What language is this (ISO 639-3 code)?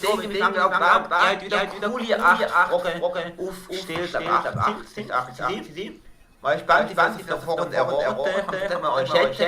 gsw